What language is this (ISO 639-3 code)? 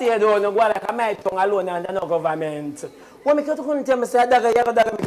jam